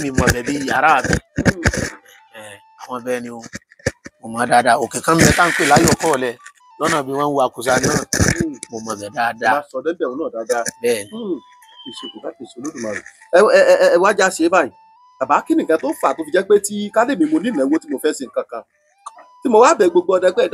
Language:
Yoruba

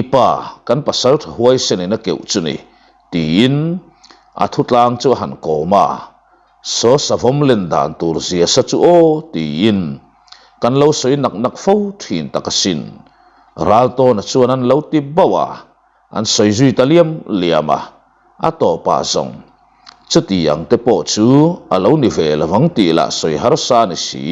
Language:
Mizo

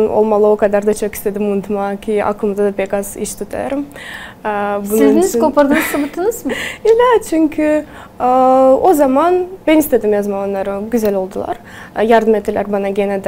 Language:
Gagauz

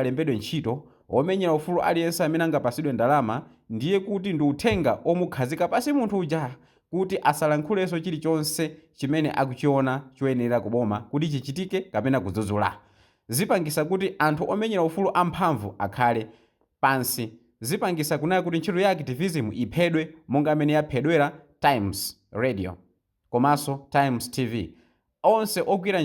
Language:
Nyanja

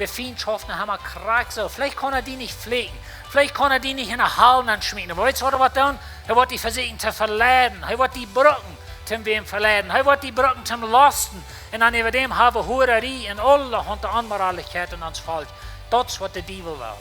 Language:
Plautdietsch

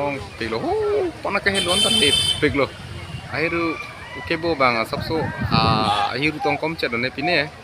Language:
Karbi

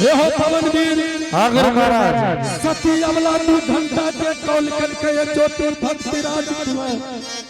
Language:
Angika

